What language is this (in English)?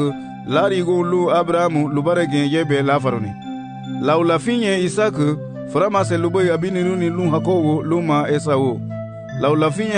Garifuna